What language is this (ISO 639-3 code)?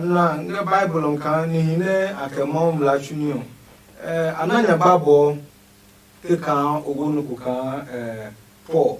ada